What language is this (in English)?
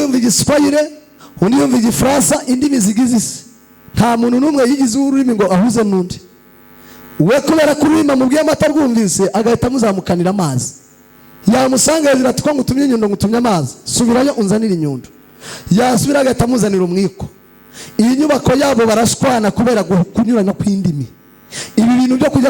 Kinyarwanda